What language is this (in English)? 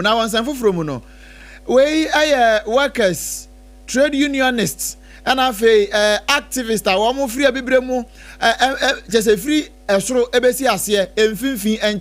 Akan